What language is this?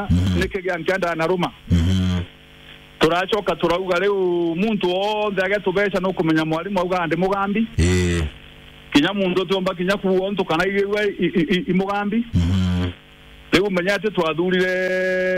Meru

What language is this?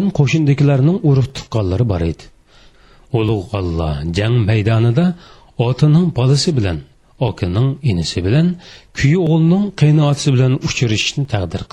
Uyghur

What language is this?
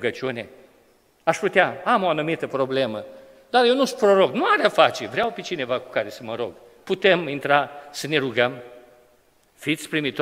Romanian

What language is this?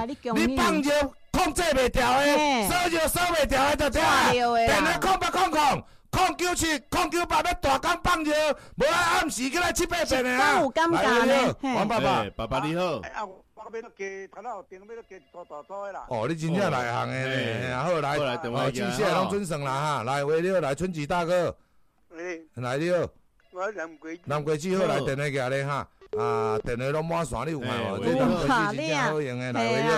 Min Nan Chinese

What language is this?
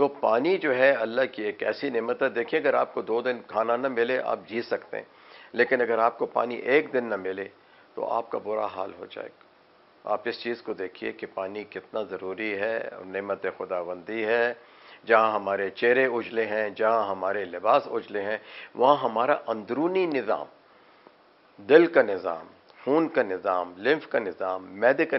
Urdu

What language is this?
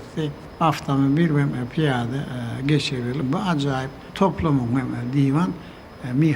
Turkmen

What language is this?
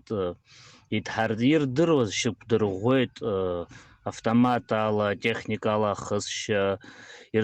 Abkhazian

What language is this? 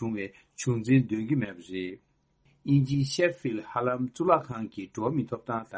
Tibetan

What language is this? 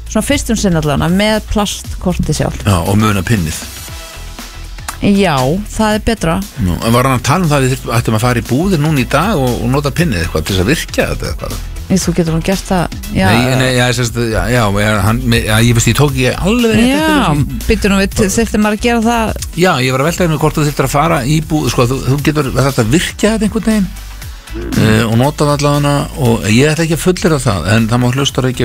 Icelandic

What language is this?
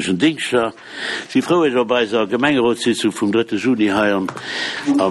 Luxembourgish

